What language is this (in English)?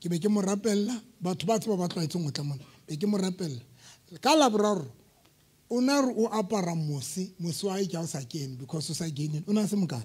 Southern Sotho